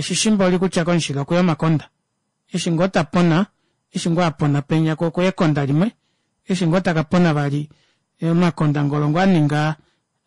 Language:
Kuanyama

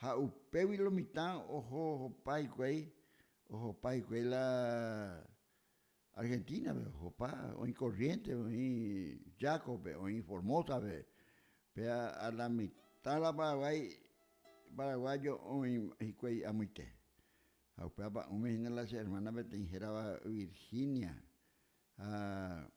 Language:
Guarani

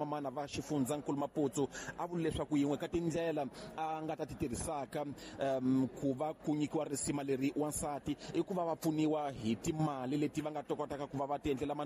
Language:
Tsonga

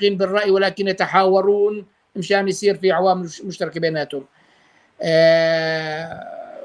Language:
North Levantine Arabic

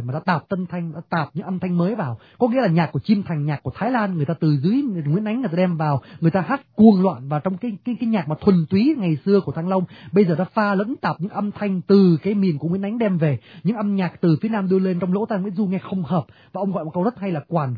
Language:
Vietnamese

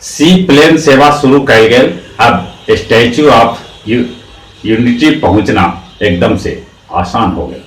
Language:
Magahi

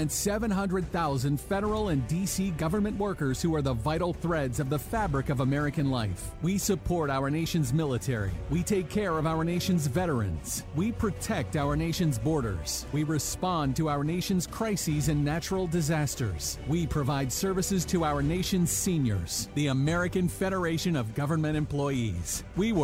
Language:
English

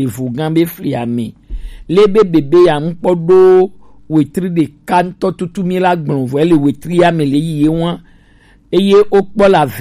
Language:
Gen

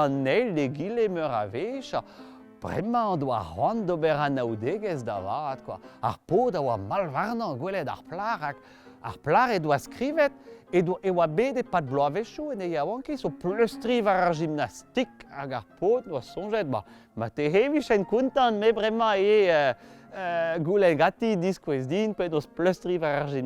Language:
Breton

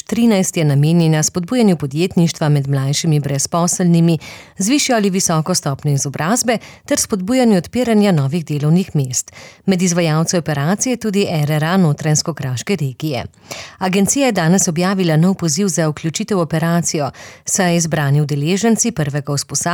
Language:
Slovenian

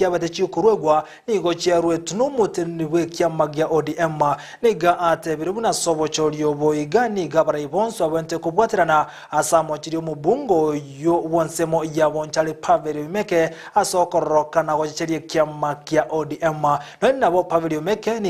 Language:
Gusii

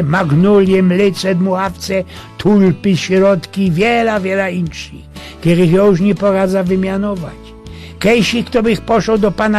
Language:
Silesian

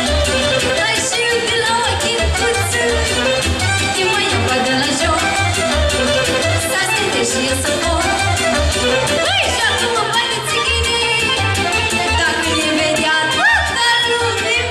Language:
Romanian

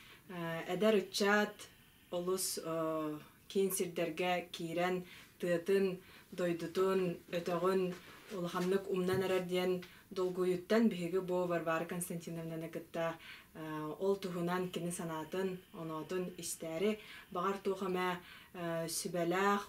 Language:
Yakut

